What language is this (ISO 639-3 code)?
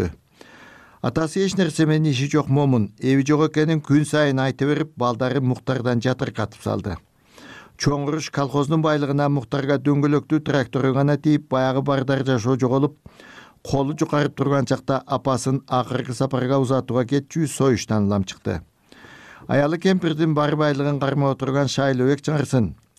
kir